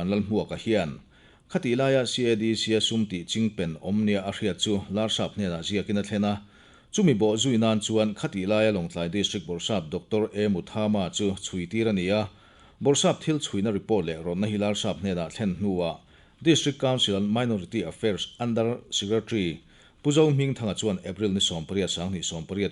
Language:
Mizo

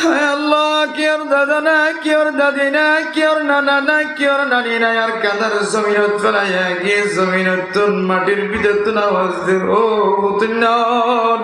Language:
Rohingya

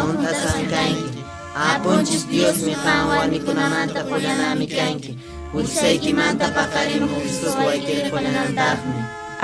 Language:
Quechua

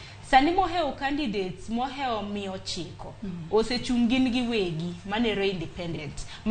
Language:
Luo (Kenya and Tanzania)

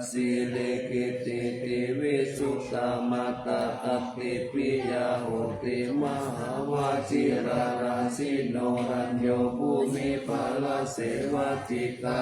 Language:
Pali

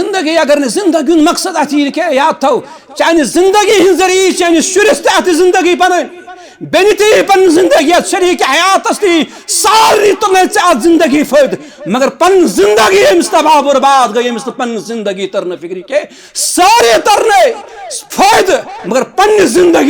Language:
Kashmiri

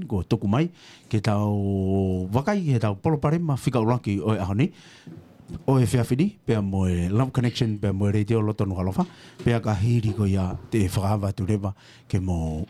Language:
Tongan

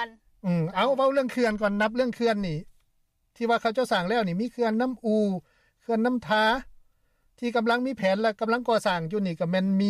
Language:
Lao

